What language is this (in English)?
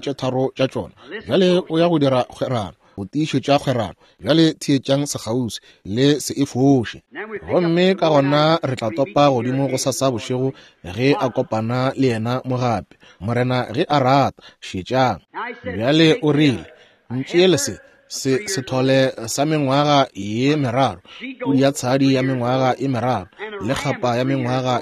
Northern Sotho